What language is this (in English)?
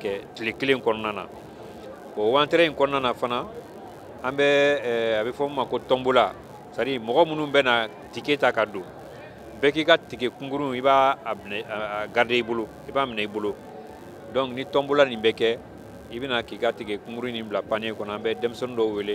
Bambara